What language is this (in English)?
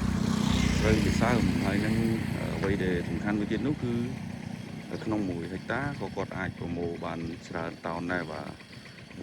Khmer